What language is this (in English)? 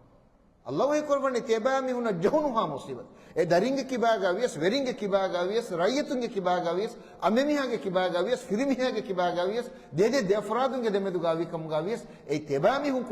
Divehi